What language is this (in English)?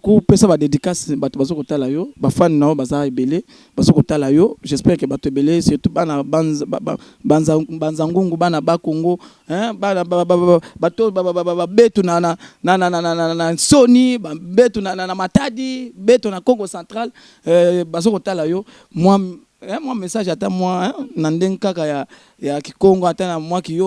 Lingala